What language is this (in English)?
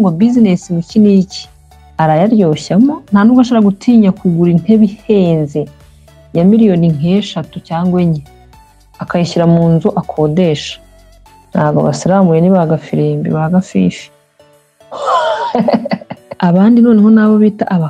Kinyarwanda